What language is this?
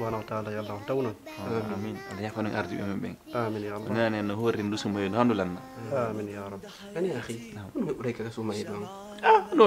Pular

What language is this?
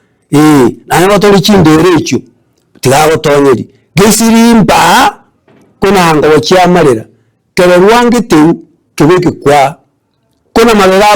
Gusii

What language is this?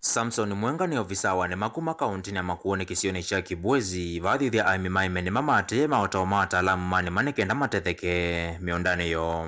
Kamba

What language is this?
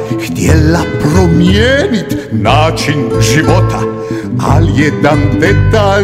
Croatian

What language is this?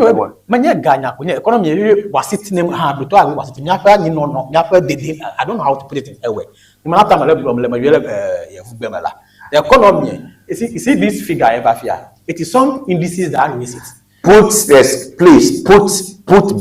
Ewe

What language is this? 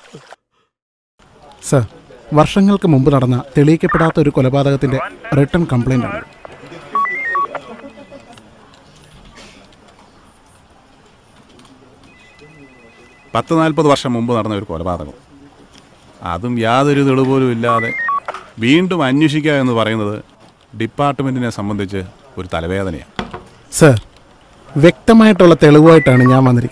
Malayalam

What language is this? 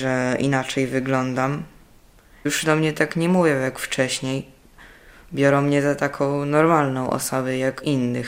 Polish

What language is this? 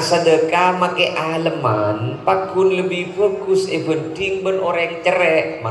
Madurese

